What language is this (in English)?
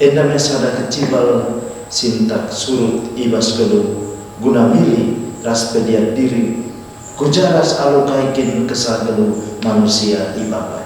Batak Karo